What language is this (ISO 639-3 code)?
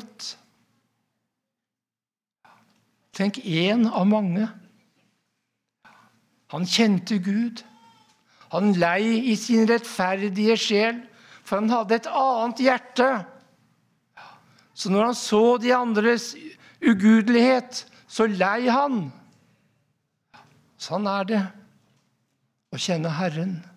nor